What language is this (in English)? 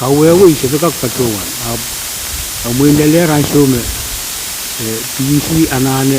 Pohnpeian